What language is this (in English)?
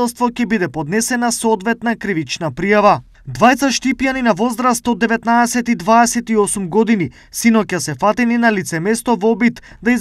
Macedonian